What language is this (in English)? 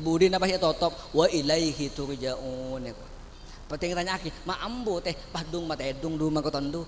Madurese